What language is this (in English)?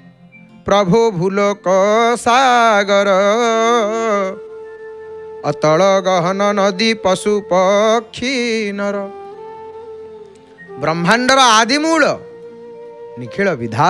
Odia